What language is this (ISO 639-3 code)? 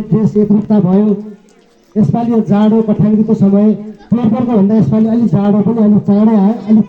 nep